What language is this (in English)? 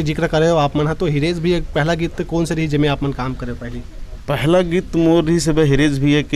Chhattisgarhi